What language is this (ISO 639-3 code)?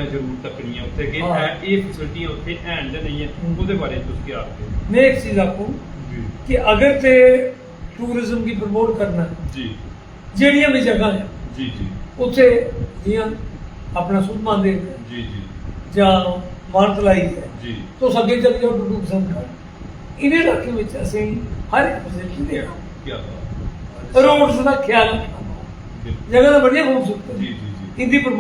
doi